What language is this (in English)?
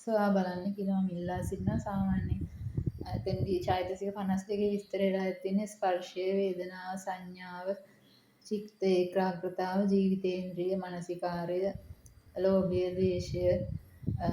Sinhala